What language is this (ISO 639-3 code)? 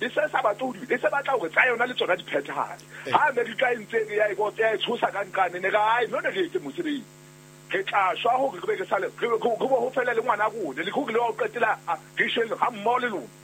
sot